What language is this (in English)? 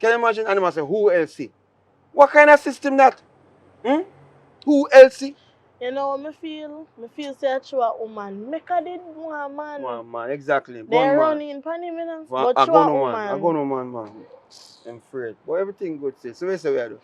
Jamaican Creole English